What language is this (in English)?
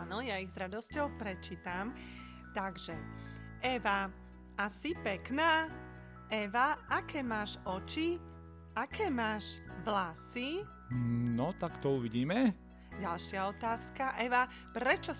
Slovak